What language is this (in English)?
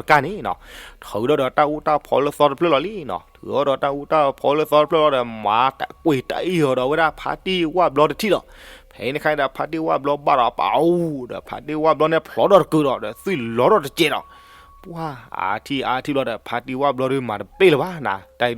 S'gaw Karen